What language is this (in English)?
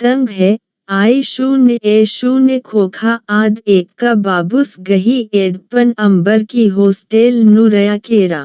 Kurukh